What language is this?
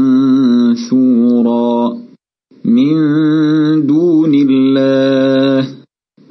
Chechen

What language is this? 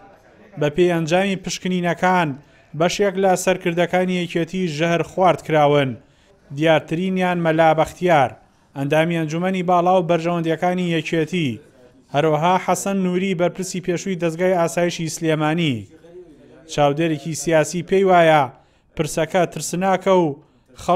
Central Kurdish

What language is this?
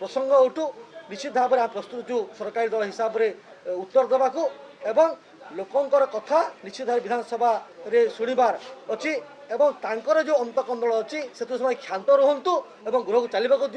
Odia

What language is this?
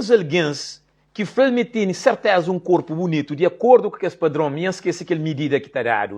Kabuverdianu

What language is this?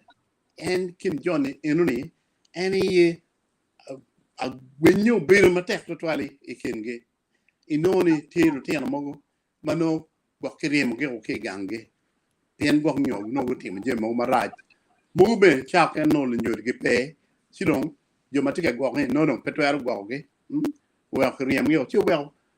Acoli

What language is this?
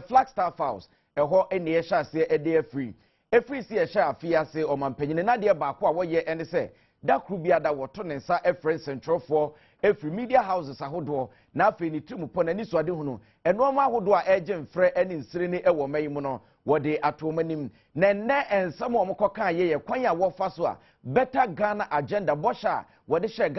Akan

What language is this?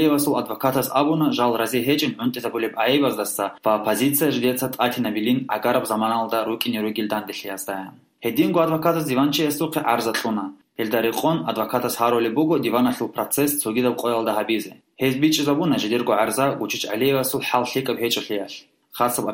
Avaric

